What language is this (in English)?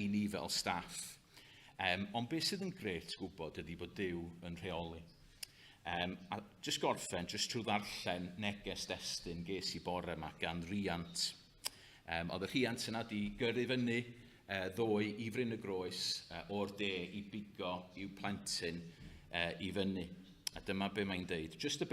Welsh